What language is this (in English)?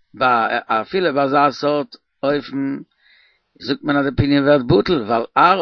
Yiddish